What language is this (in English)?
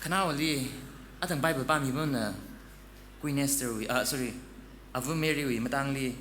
Tangkhul Naga (India)